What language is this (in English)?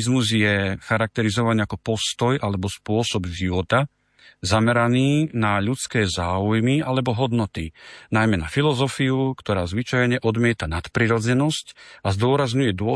Slovak